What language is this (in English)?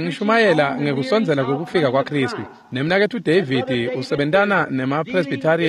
Swati